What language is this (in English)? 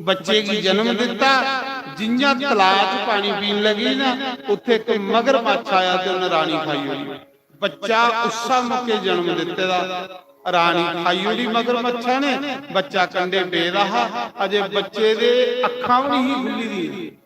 Dogri